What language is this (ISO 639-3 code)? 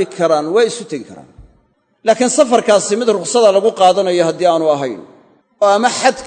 som